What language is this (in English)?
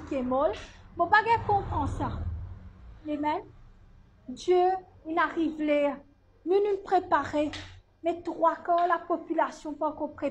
Morisyen